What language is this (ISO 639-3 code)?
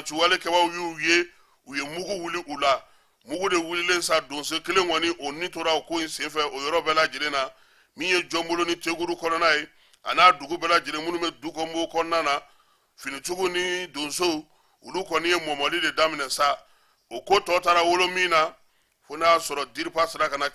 bam